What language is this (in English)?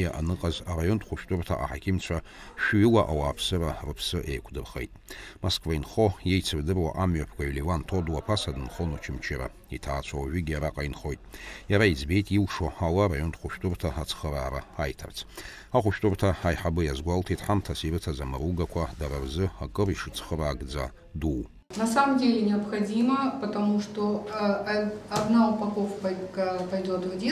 Abkhazian